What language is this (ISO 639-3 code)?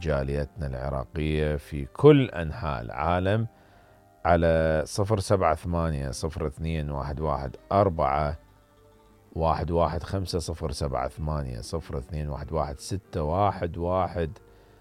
acm